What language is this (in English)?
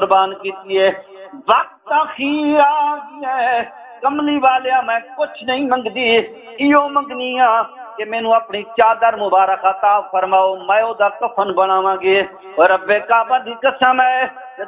Saraiki